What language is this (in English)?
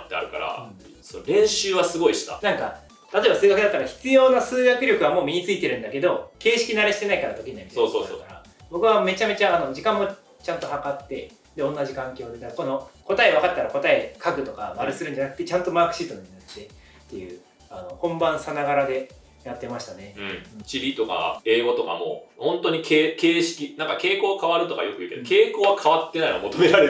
Japanese